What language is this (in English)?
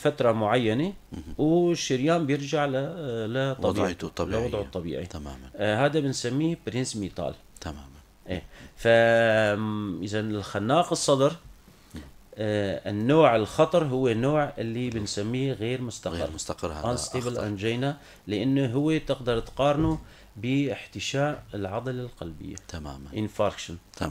North Levantine Arabic